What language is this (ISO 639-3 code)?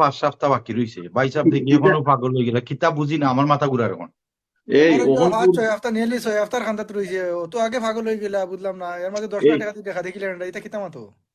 syl